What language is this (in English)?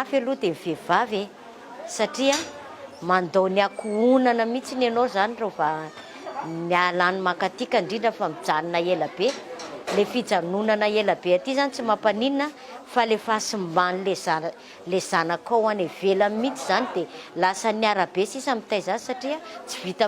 Malagasy